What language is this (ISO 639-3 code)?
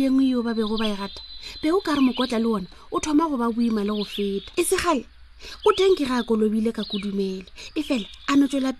nso